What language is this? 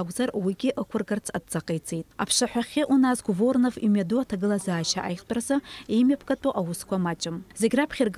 Abkhazian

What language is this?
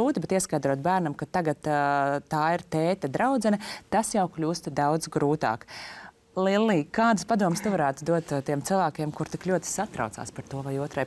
Latvian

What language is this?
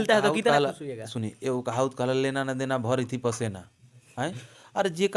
Bhojpuri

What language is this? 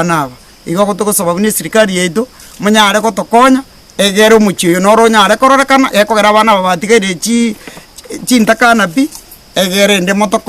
Gusii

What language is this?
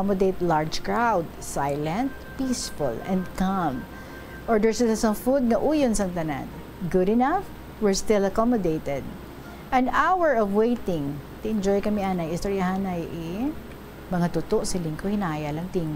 Hiligaynon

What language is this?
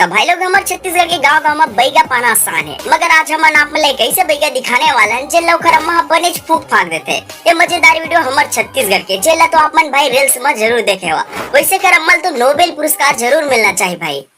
Chhattisgarhi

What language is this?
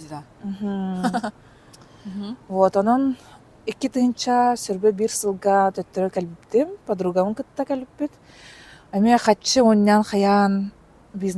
Yakut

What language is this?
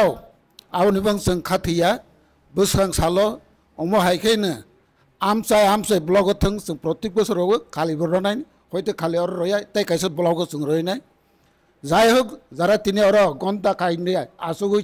Kok Borok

